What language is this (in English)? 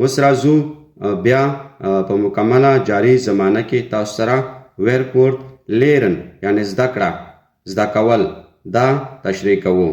Pashto